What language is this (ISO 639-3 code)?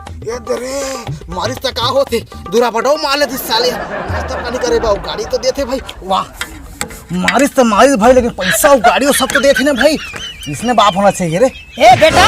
hne